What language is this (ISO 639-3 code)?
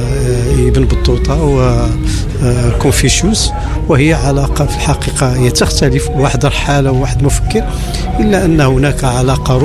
ara